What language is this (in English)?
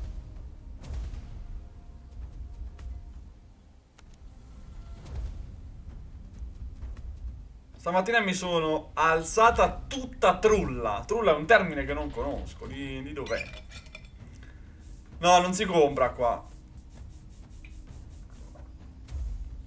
Italian